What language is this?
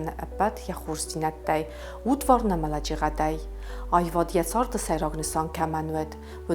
Ossetic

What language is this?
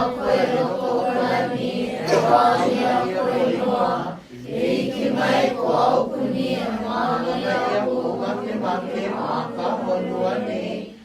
Hawaiian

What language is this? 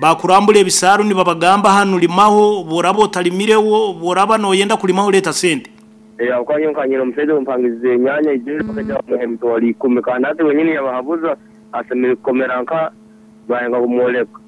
Nyankole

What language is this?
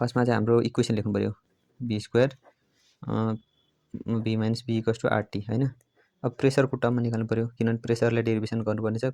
Nepali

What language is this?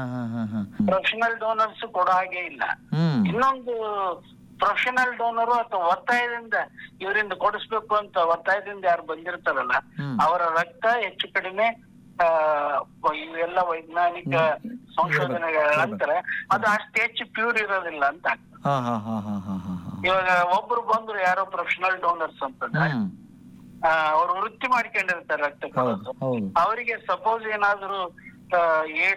Kannada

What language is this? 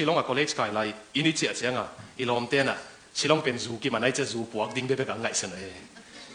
Tedim Chin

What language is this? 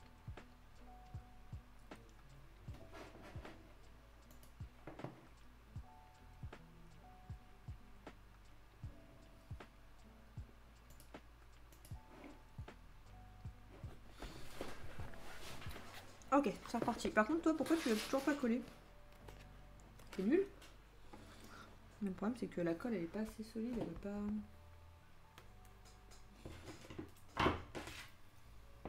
French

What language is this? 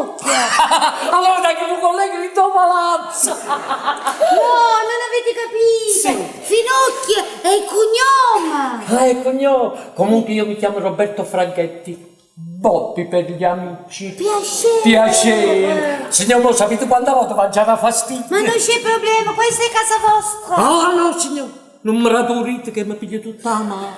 Neapolitan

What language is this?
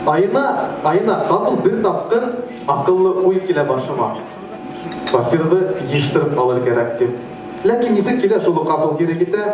Bashkir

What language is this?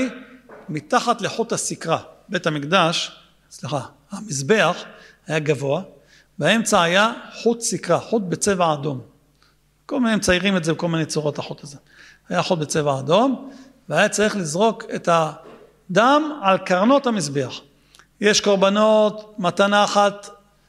Hebrew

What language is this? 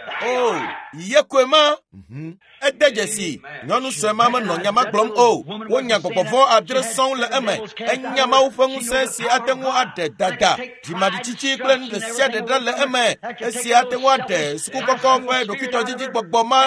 Ewe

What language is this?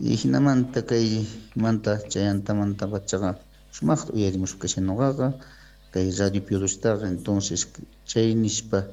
South Bolivian Quechua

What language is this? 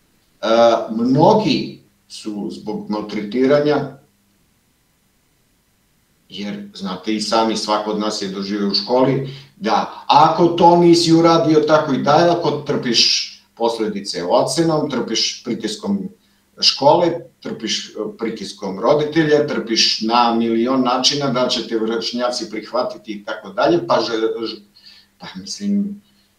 Serbian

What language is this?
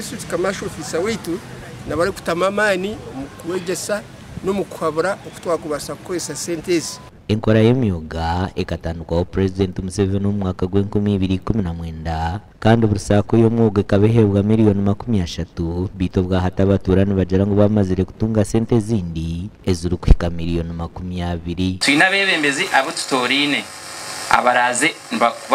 Nyankole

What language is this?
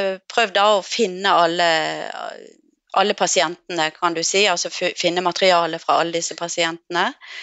Norwegian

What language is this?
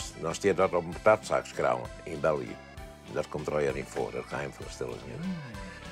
Western Frisian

